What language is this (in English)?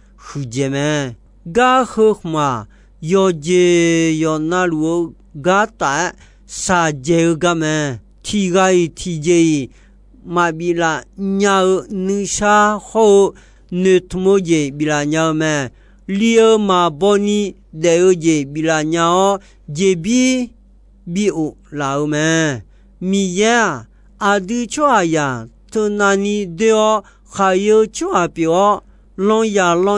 Akha